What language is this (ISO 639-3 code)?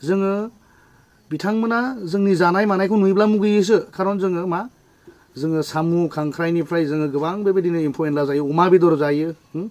brx